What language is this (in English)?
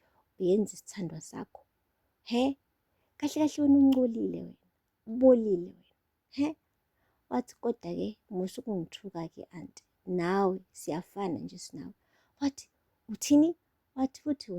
Zulu